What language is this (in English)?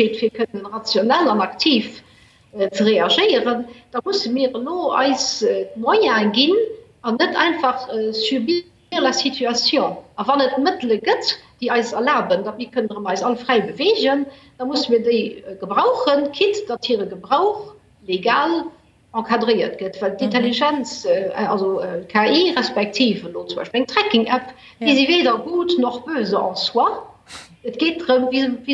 Luxembourgish